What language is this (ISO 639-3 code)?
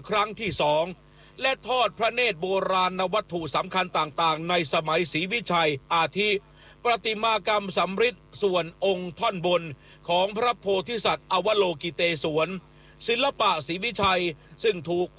tha